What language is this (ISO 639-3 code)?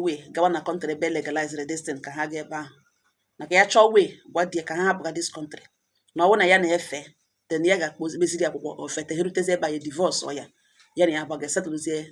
ibo